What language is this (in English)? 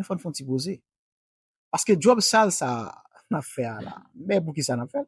Haitian Creole